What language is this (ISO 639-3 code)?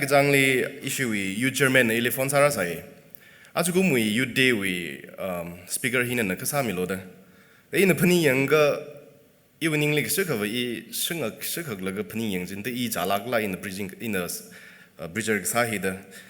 nmf